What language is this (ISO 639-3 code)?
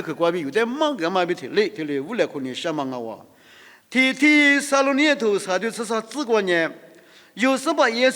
lis